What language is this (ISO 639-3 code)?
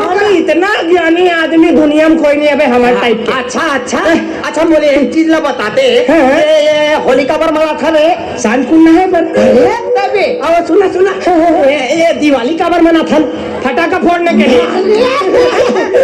hne